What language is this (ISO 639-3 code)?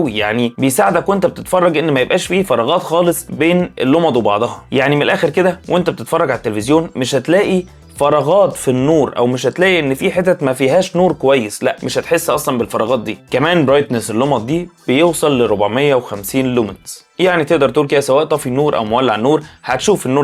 arz